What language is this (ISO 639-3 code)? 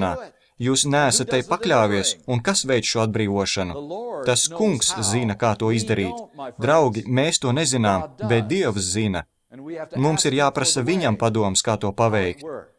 lav